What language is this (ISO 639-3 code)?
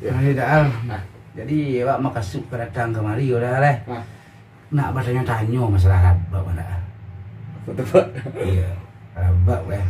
min